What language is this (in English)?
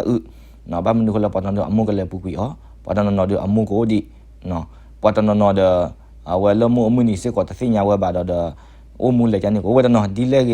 S'gaw Karen